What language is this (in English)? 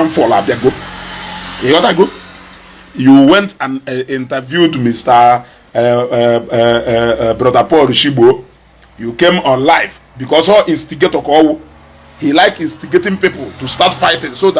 Igbo